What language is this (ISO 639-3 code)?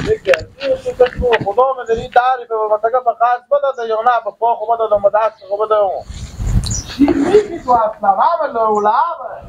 fas